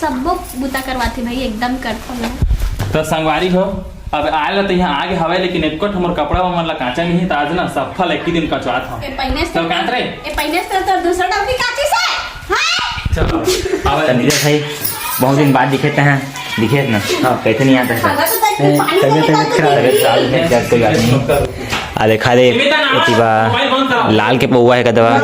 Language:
Chhattisgarhi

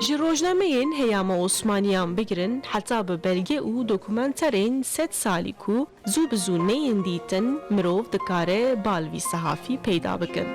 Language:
Kurdish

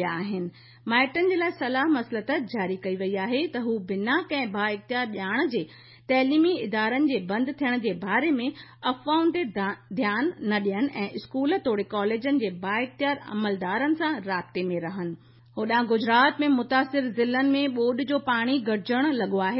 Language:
Sindhi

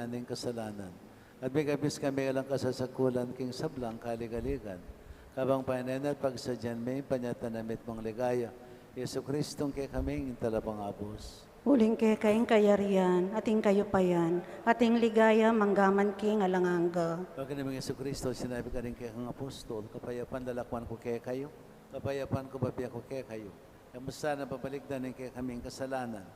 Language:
Pampanga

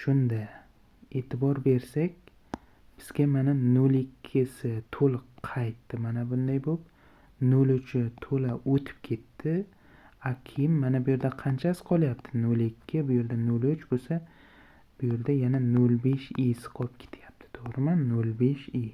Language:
Uzbek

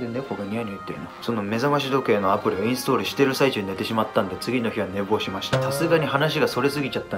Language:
Japanese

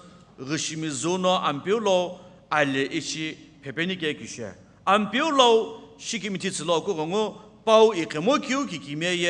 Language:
Sumi Naga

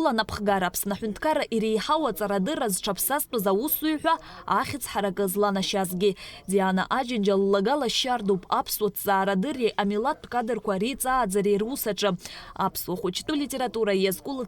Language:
Abkhazian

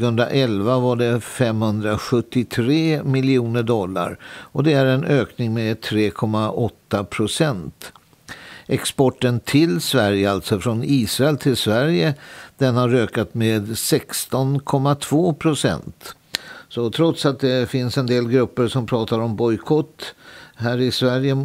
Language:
Swedish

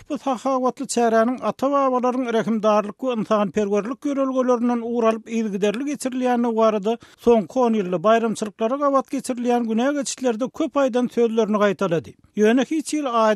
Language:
Turkmen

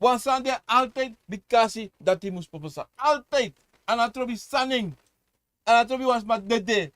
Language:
Sranan Tongo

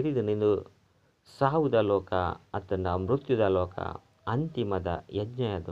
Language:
Tulu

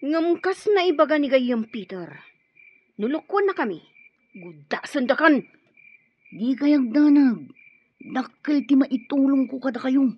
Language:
Iloko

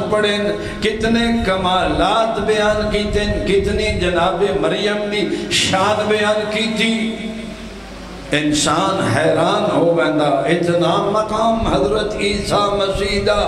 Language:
Western Panjabi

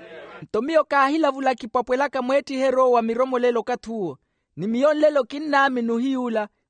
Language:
Makhuwa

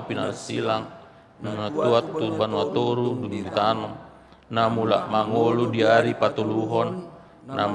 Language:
Batak Toba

